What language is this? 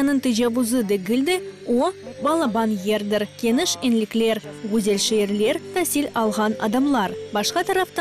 Crimean Tatar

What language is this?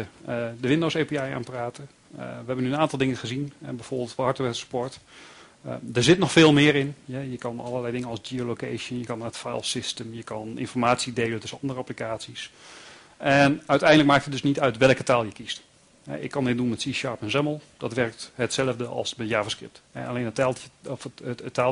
Dutch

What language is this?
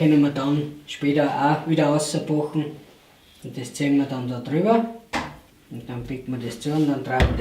Bavarian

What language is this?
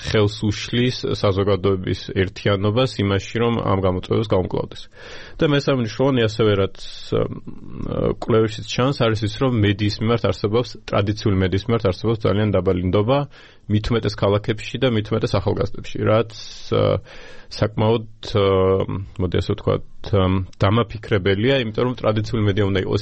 Georgian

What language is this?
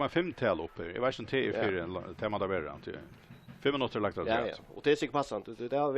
Faroese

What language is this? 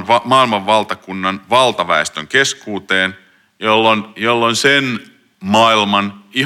Finnish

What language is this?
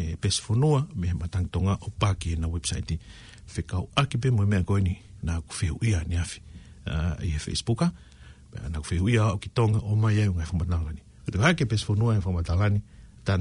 Tongan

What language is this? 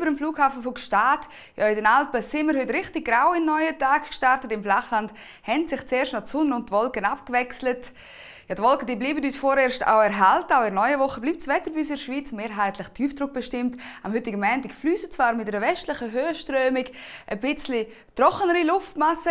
Swiss German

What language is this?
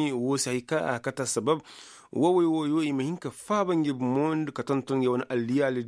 Koyraboro Senni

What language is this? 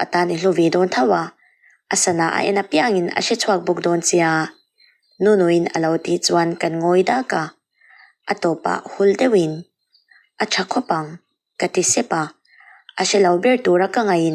Mizo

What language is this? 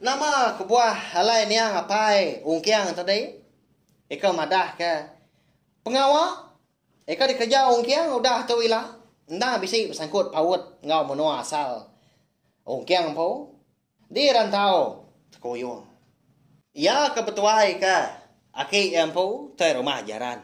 Iban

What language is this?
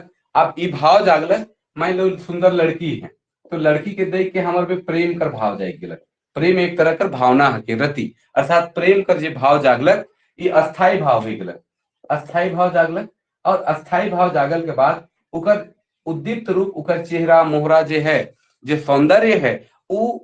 Sadri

